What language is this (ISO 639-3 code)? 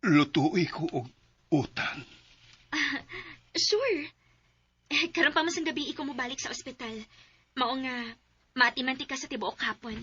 ceb